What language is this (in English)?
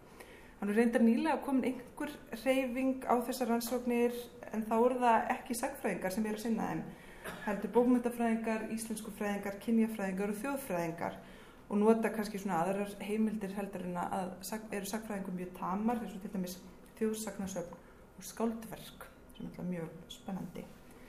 Icelandic